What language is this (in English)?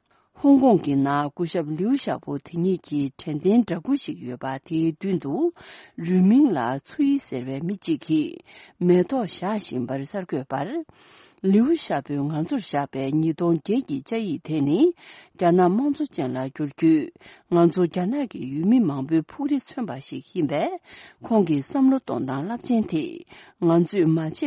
Tibetan